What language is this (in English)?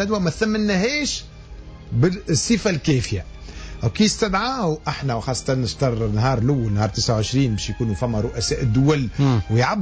Tunisian Arabic